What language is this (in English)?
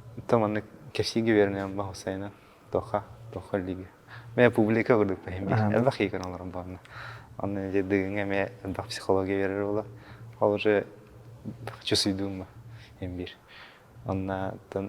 Yakut